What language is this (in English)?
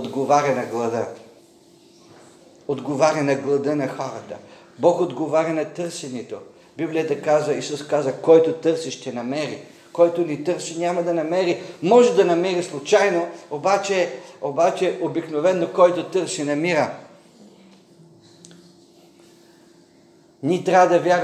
Bulgarian